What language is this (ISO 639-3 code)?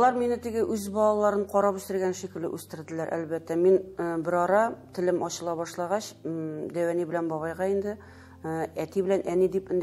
tat